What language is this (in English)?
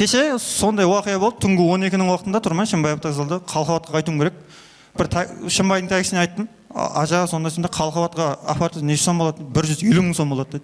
Kara-Kalpak